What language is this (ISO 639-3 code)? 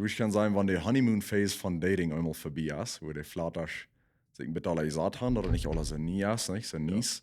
pdt